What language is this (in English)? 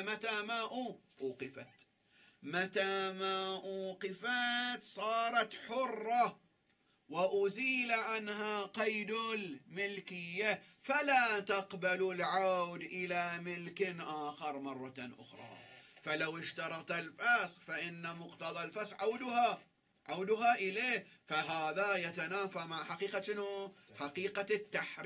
Arabic